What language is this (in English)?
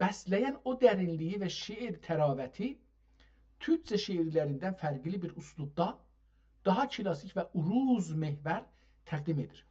South Azerbaijani